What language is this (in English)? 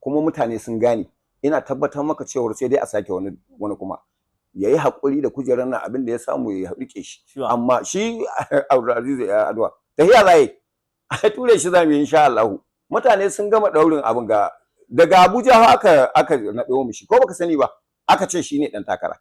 Hausa